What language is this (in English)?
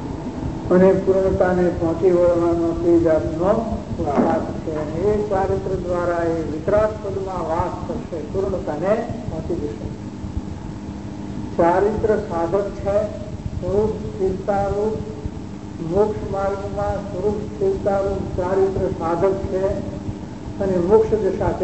Gujarati